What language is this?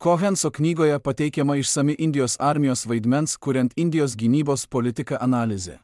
Lithuanian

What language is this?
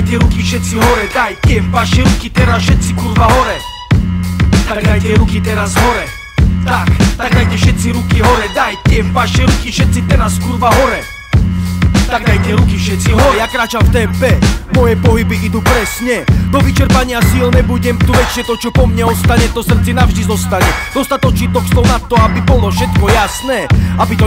Slovak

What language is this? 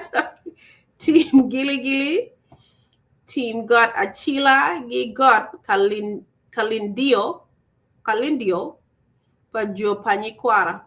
Acoli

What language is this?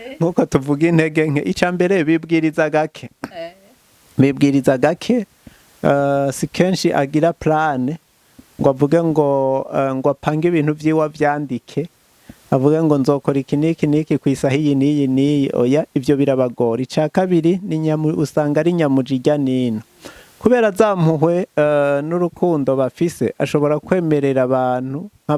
Rundi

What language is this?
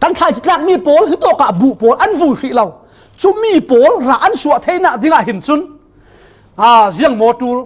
Falam Chin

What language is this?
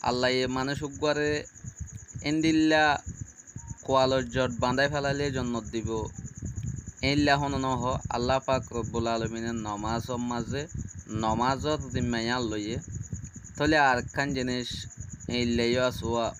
Rohingya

